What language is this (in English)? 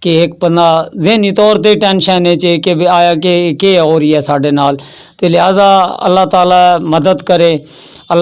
Western Panjabi